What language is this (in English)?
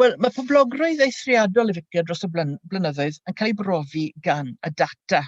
Welsh